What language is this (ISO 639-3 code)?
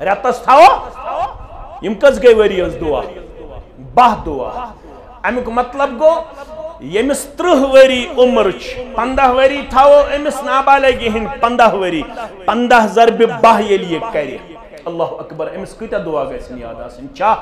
kas